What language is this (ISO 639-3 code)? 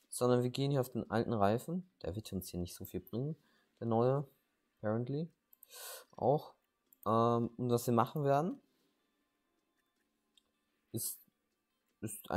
deu